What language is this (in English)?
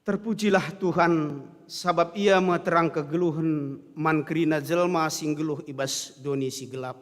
Batak Karo